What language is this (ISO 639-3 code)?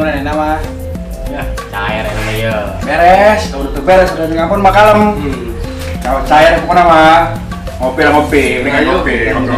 sun